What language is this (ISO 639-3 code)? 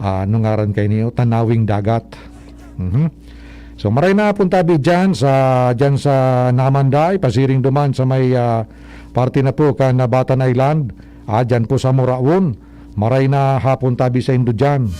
bik